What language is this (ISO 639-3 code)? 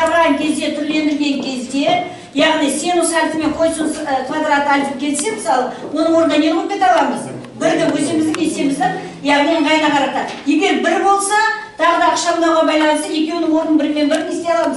kaz